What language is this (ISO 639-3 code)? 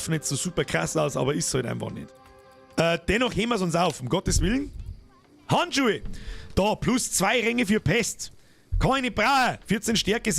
bar